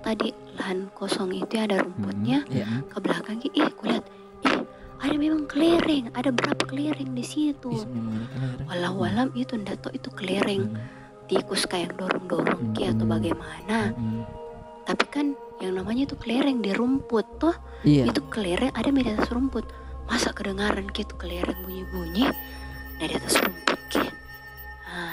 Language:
Makassar Malay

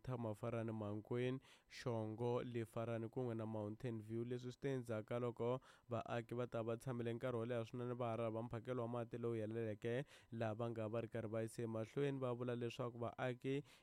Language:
Tsonga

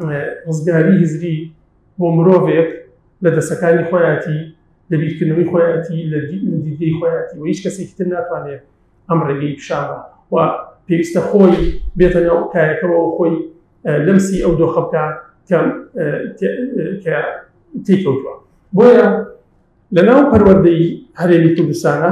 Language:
Central Kurdish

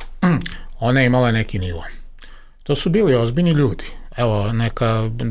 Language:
Serbian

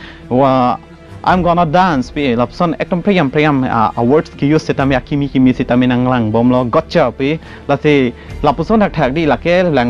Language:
Karbi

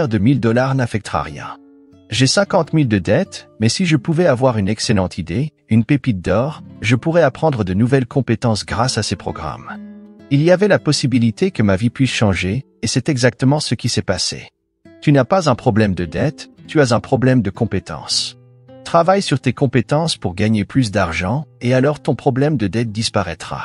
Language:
French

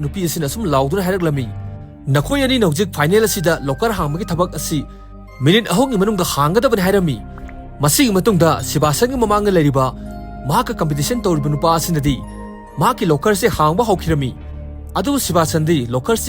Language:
Manipuri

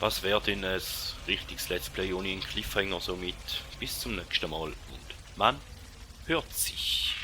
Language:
Swiss German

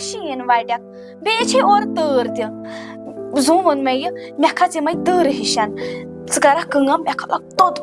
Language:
Kashmiri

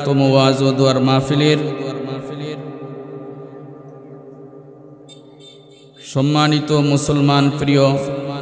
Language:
Bangla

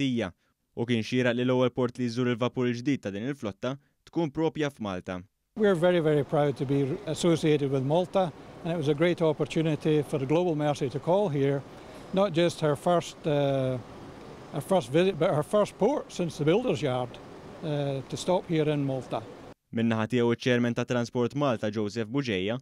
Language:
Maltese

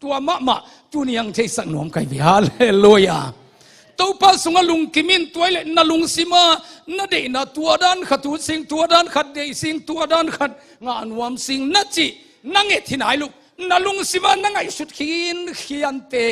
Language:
Tedim Chin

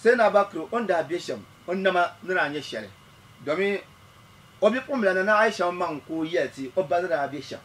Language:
Dagbani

